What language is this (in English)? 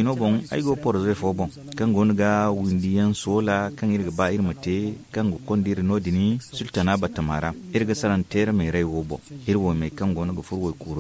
Zarma